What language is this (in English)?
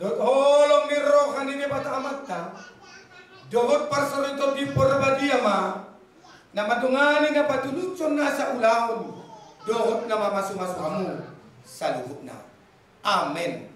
Batak Toba